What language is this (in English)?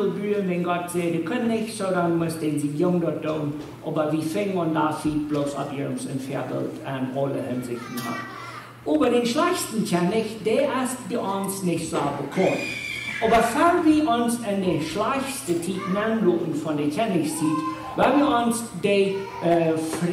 Plautdietsch